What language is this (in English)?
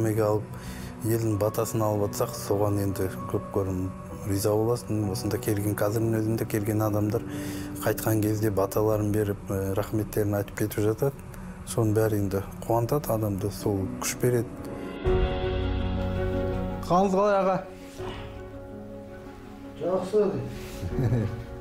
Kazakh